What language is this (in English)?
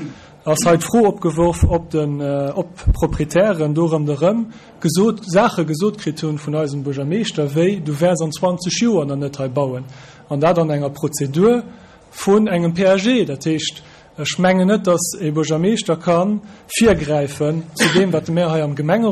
Luxembourgish